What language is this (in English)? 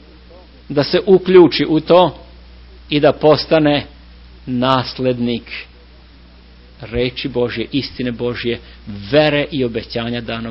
Serbian